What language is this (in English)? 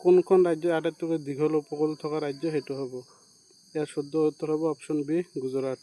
Assamese